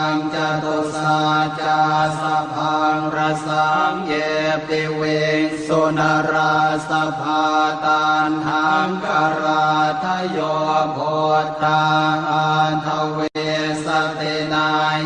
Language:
Pali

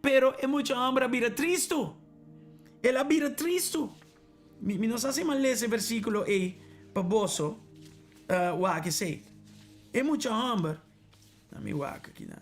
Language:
Papiamento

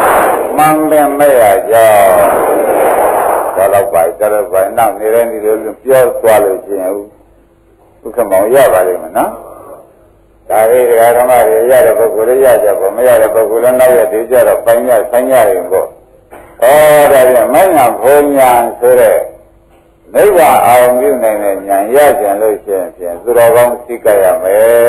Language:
Burmese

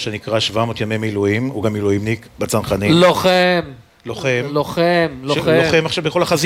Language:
Hebrew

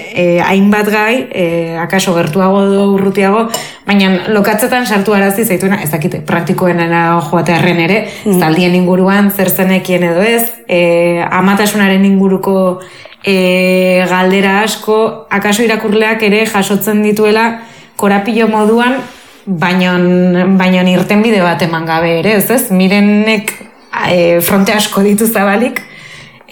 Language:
Basque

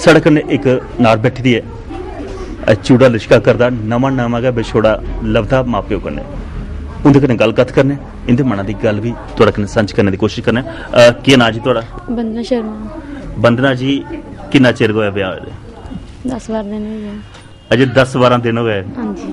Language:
Dogri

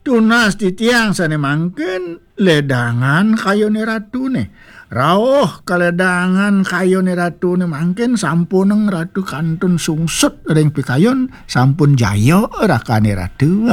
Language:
Balinese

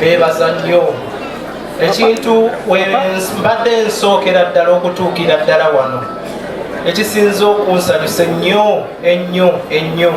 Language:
Ganda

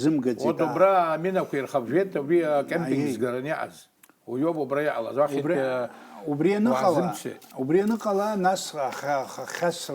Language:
Abkhazian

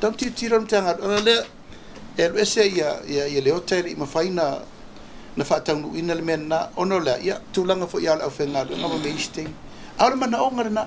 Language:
Samoan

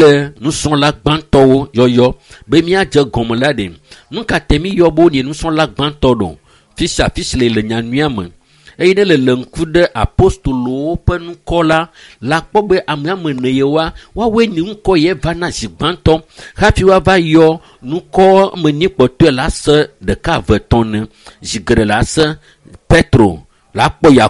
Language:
Ewe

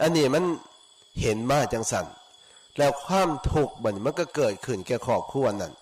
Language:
Lao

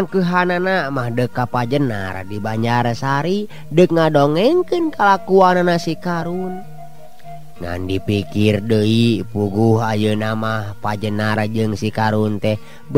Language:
Sundanese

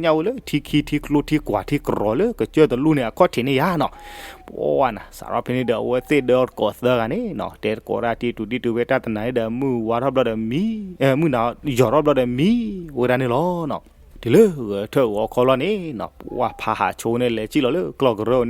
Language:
S'gaw Karen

